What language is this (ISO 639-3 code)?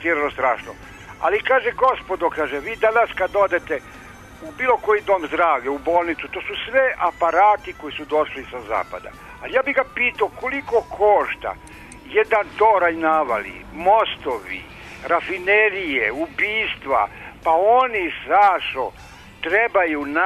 srp